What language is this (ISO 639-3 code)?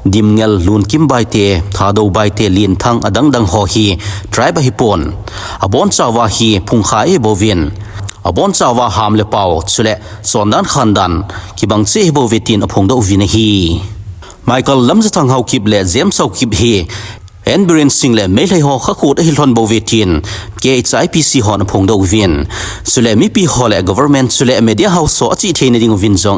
tcz